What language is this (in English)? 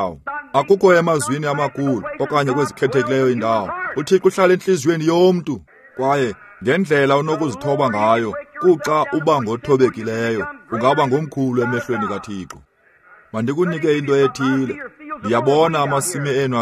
Xhosa